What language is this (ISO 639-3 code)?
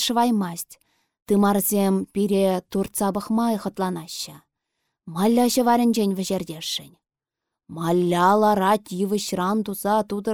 chv